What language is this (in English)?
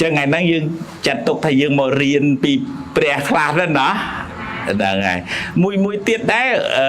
Khmer